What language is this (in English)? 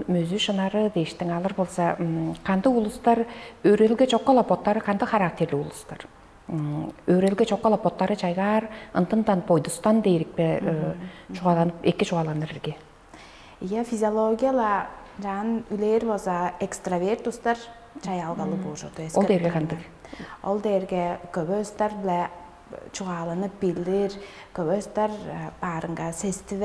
Tuvinian